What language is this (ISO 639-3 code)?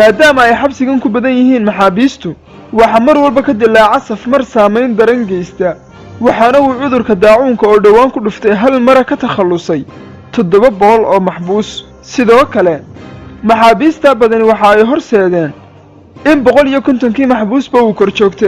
som